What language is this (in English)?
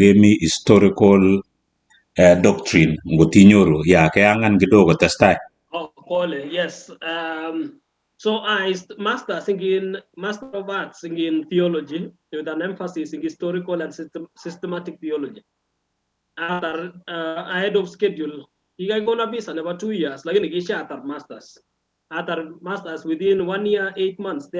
Kalenjin